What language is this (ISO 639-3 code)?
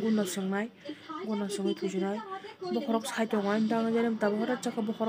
trp